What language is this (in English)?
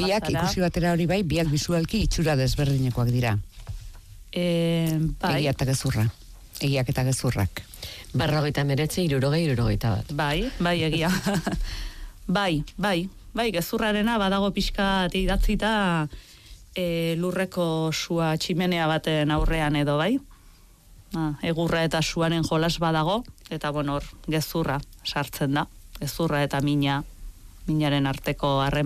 Basque